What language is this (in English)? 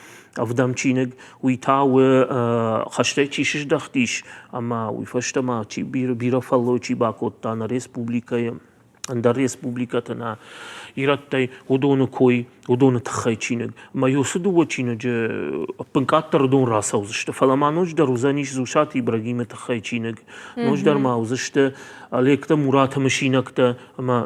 Ossetic